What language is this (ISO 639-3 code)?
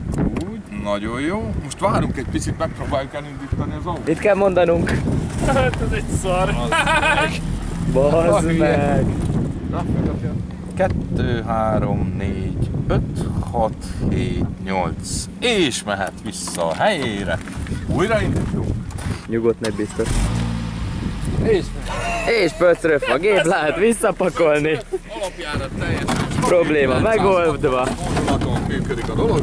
hun